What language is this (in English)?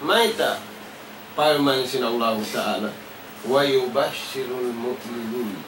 Tausug